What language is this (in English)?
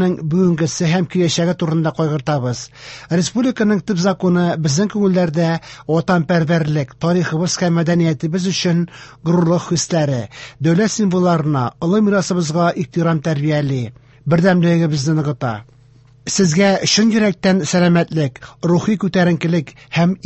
Tatar